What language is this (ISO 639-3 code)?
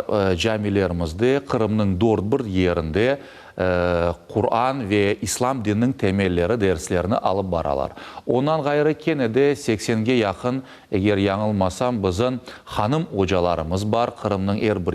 crh